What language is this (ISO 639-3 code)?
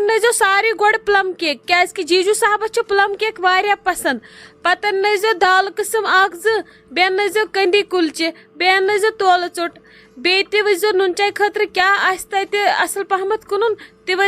kas